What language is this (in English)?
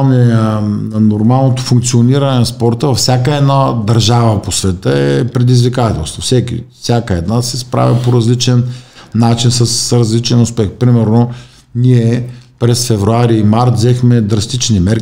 Bulgarian